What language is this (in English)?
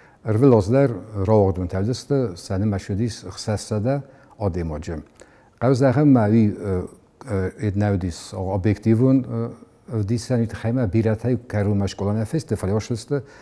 Ossetic